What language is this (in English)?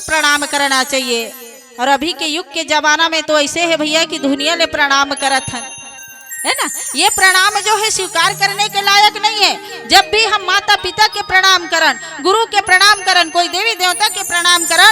Chhattisgarhi